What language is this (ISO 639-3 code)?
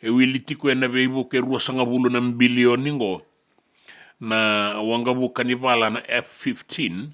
fij